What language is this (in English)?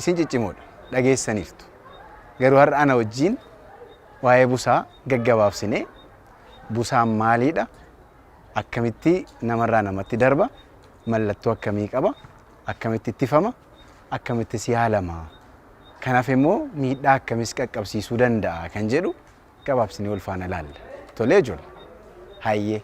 Oromo